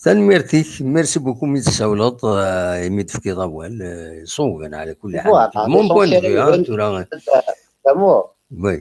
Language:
Kabyle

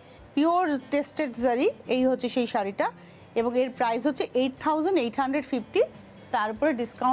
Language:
Bangla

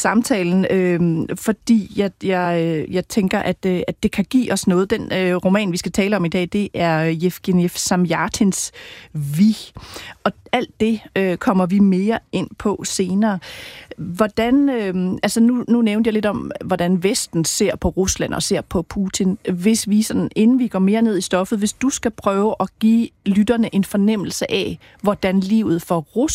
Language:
Danish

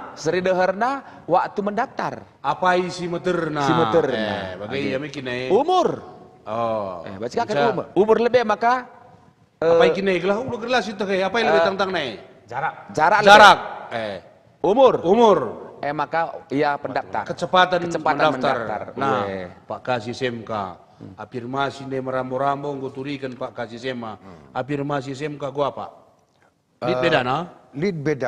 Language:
Batak Karo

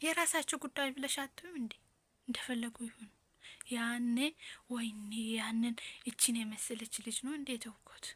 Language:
Amharic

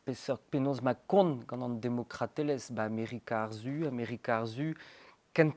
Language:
Breton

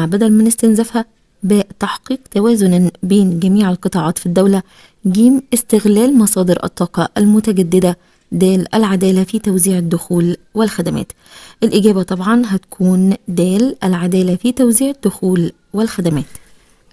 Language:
Egyptian Arabic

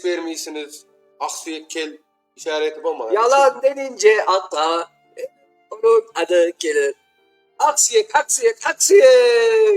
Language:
Crimean Tatar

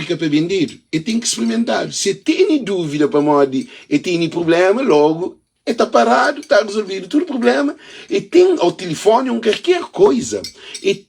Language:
Kabuverdianu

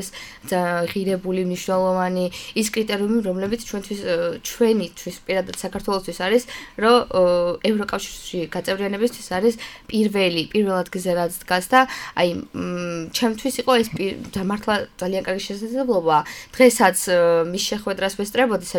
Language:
Georgian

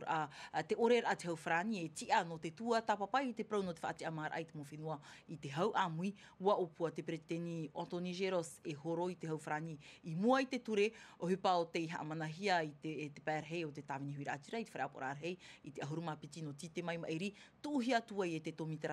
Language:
Tahitian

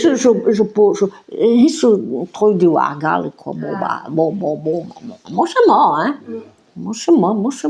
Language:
Breton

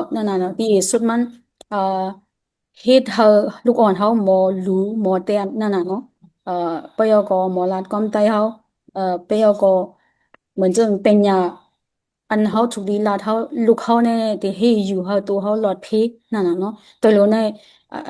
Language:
Shan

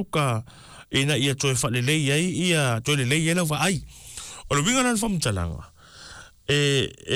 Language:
Samoan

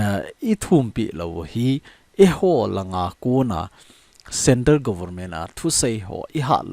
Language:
Thado Chin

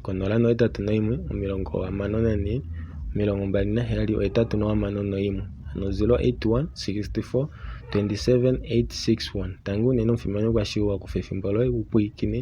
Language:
Kuanyama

